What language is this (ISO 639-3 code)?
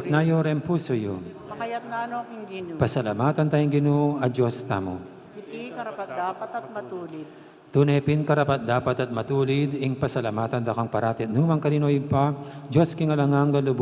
pam